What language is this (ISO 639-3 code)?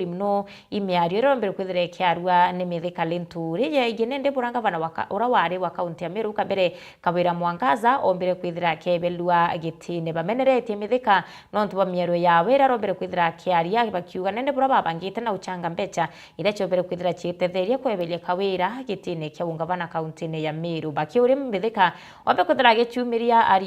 mer